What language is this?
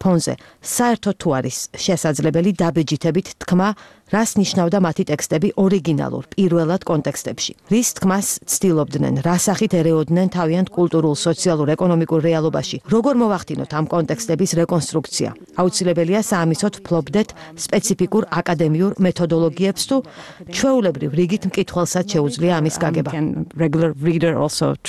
Georgian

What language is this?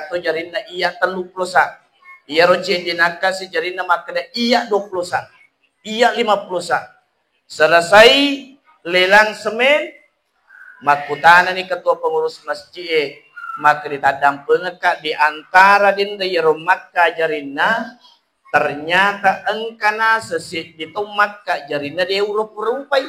Buginese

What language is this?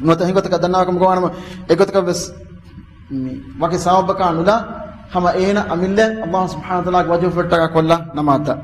Divehi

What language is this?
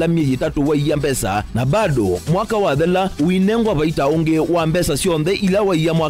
Kamba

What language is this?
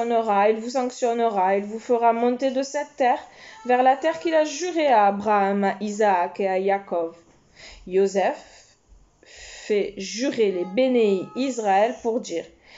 French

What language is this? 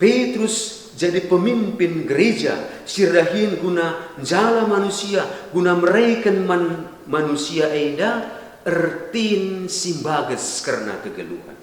Batak Karo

